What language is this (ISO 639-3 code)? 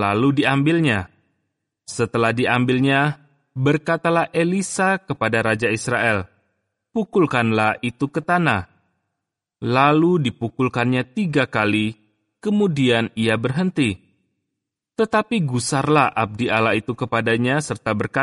ind